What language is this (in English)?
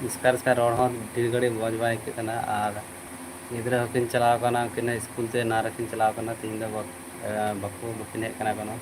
Santali